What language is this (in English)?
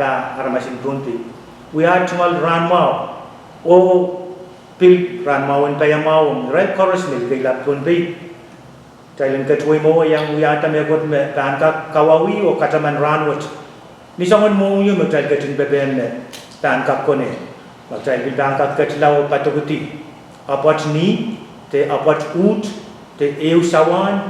Pohnpeian